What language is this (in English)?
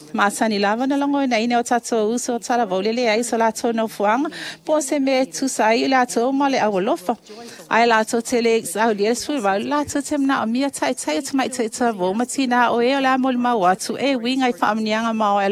Samoan